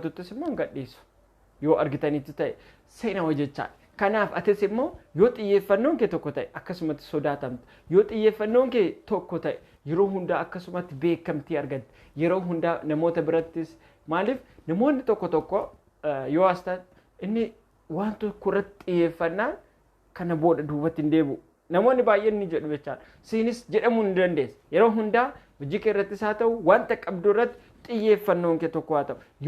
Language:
Oromo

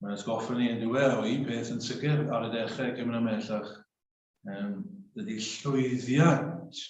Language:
Welsh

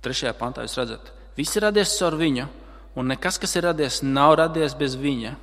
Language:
Latvian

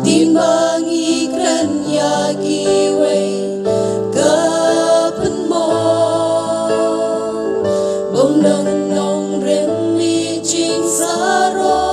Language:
Khasi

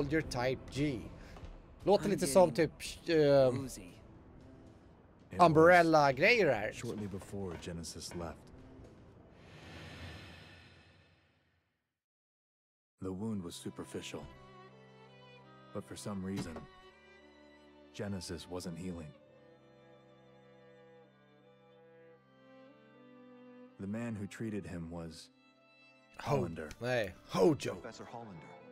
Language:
Swedish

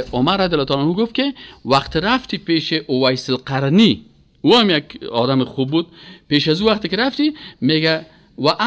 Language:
Persian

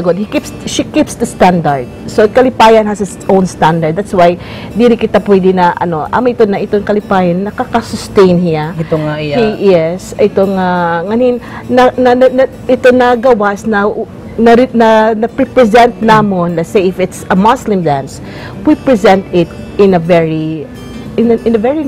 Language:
Waray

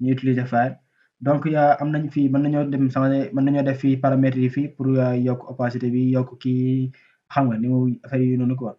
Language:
Wolof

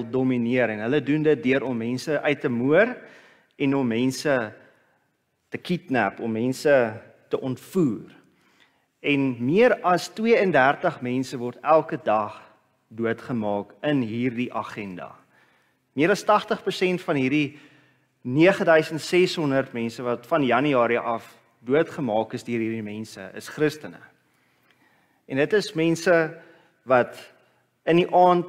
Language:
Afrikaans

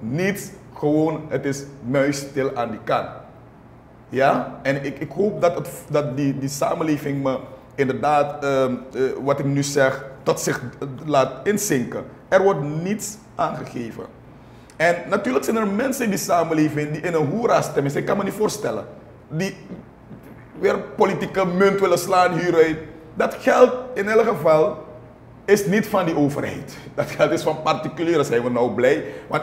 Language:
Dutch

